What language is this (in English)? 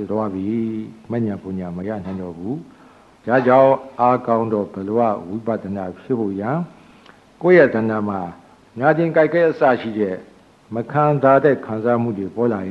Burmese